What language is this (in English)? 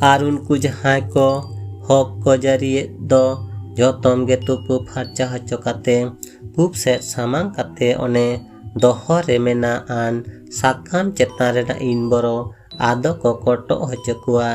Santali